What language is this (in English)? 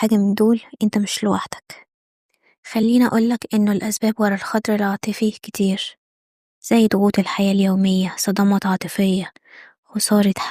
Egyptian Arabic